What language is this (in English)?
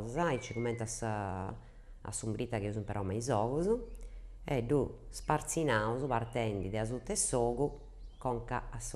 Sardinian